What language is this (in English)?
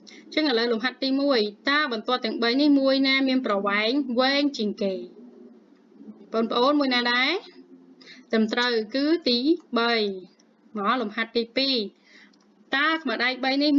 Khmer